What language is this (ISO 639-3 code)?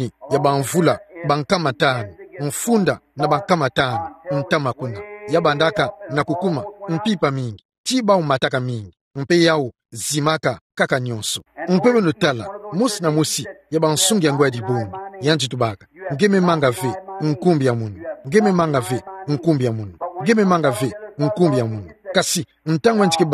ktu